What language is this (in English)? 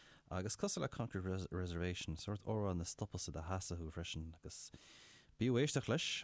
Irish